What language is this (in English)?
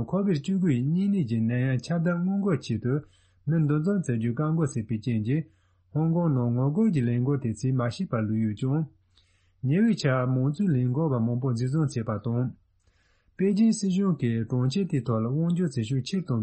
Tibetan